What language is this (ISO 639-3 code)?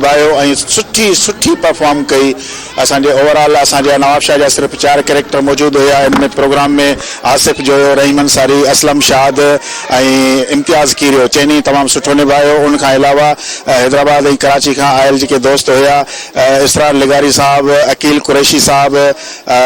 snd